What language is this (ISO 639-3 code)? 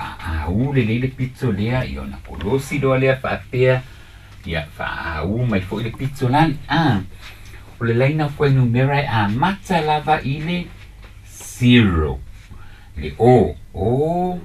smo